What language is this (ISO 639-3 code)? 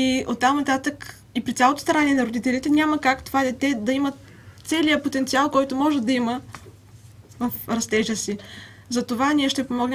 bul